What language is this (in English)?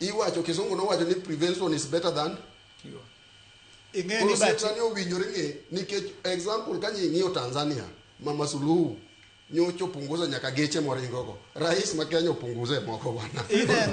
Luo (Kenya and Tanzania)